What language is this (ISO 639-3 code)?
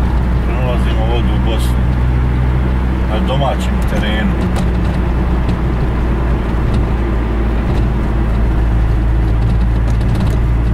bos